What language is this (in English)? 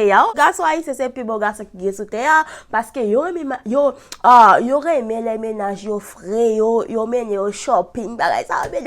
Haitian Creole